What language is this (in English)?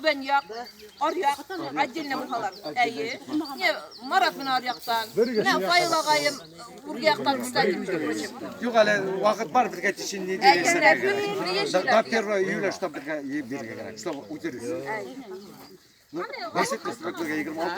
Bashkir